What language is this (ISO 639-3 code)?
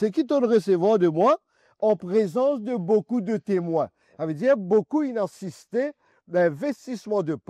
mfe